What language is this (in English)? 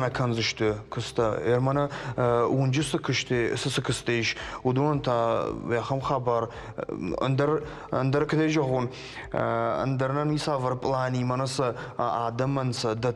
Ossetic